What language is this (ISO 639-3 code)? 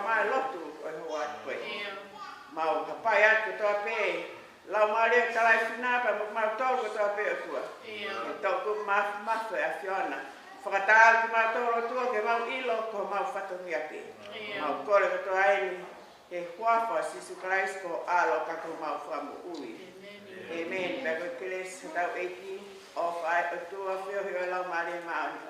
ton